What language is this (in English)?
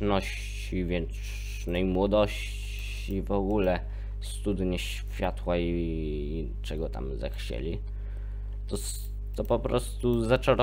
Polish